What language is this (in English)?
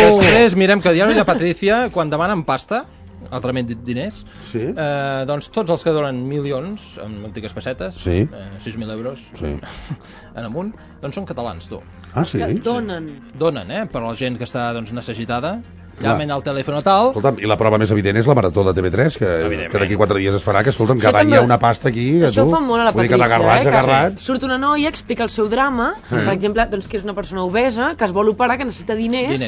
Catalan